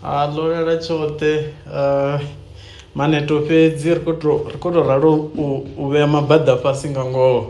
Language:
Venda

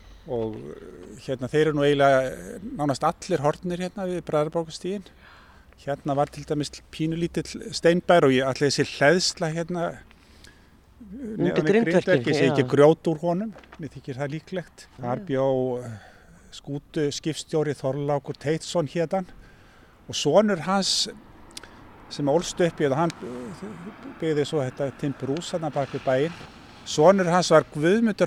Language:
Icelandic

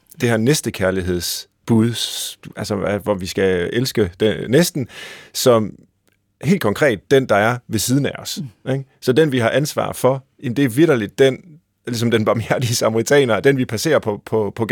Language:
Danish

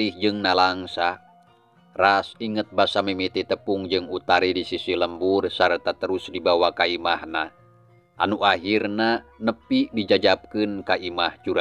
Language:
Sundanese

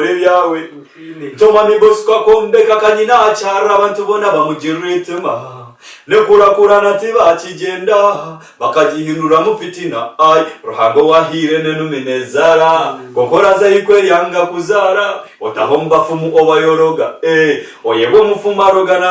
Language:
Nyankole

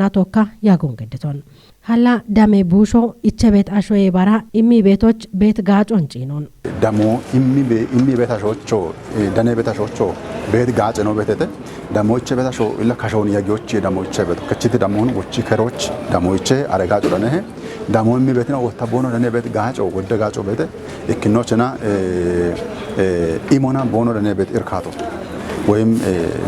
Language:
Kafa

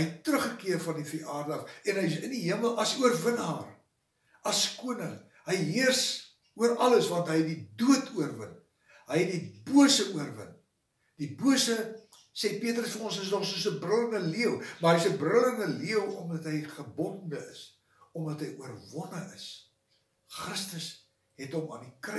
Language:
Afrikaans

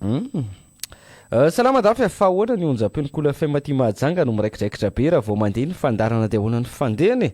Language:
Malagasy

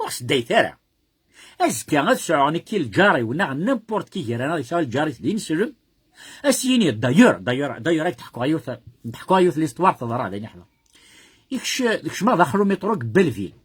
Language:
Kabyle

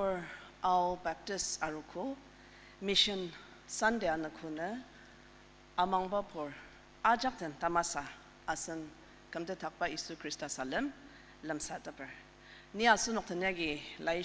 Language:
Ao Naga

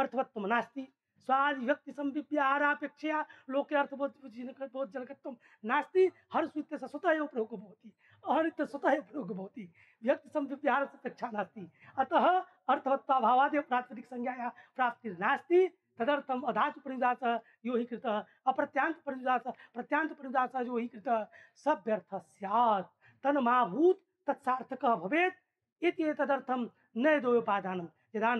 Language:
Sanskrit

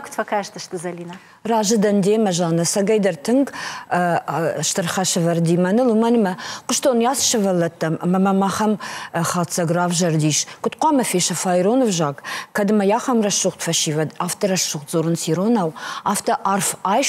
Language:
Ossetic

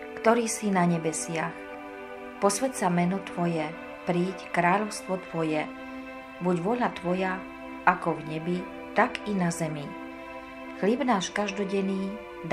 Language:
Slovak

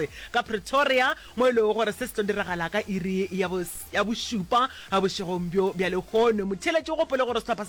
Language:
Northern Sotho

